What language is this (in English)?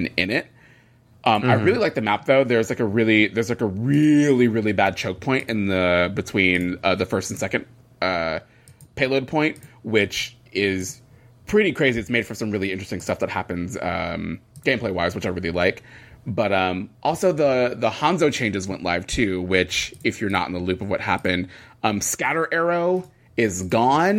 English